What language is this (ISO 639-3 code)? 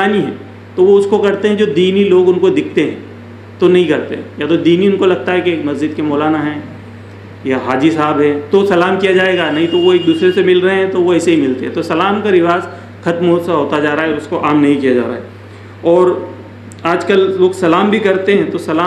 urd